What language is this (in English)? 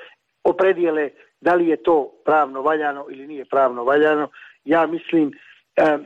Bosnian